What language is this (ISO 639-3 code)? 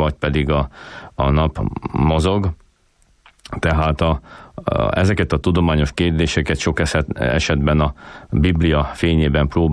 hun